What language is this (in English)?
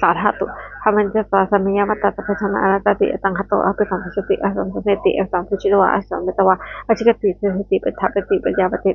Pali